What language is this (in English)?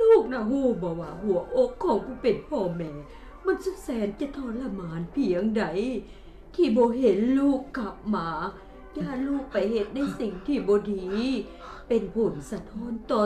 Lao